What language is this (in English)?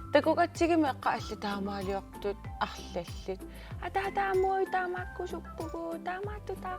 Kalaallisut